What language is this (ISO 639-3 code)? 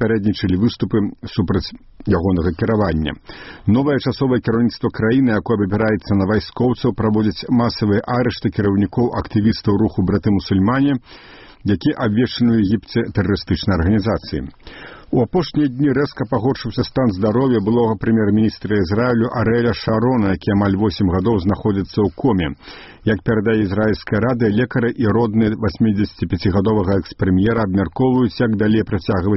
bel